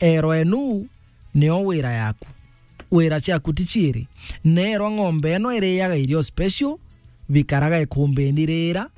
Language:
Meru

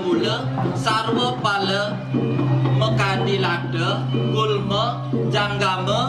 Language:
Balinese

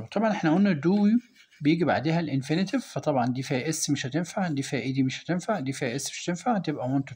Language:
Egyptian Arabic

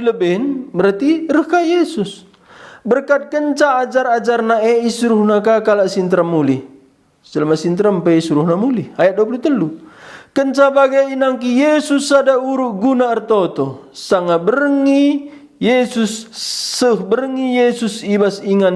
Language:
Batak Karo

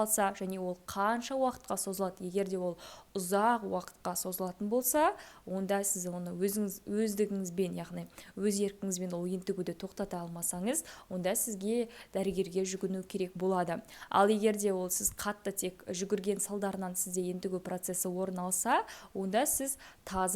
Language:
Kazakh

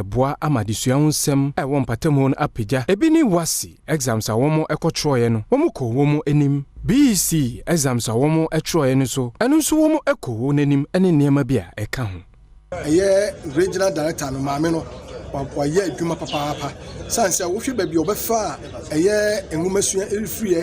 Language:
Akan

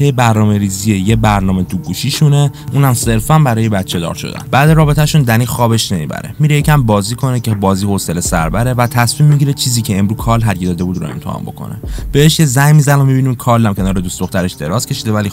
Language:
Persian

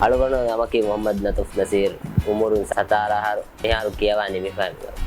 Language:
Divehi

